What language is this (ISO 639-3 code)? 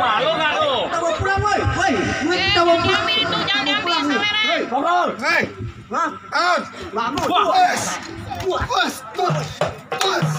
bew